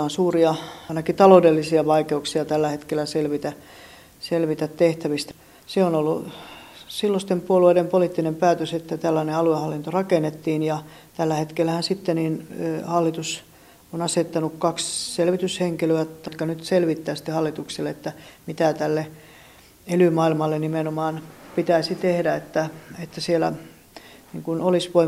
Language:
Finnish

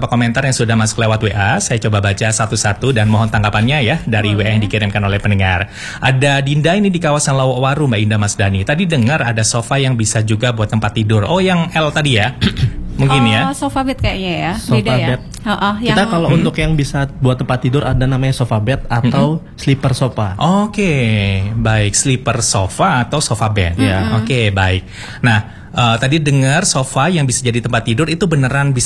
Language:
Indonesian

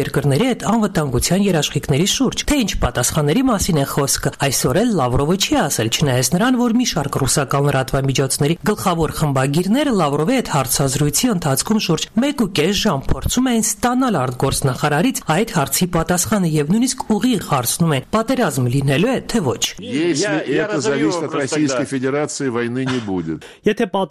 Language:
Armenian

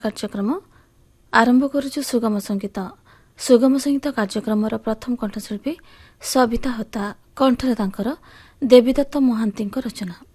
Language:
Odia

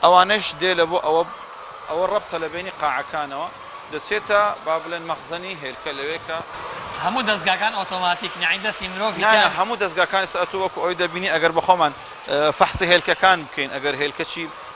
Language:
Central Kurdish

